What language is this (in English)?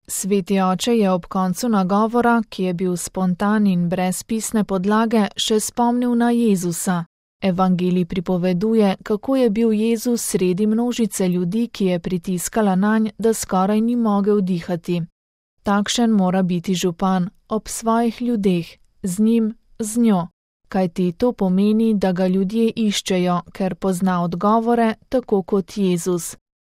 Slovenian